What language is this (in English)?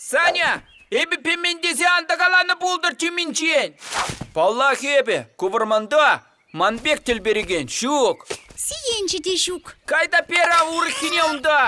Chuvash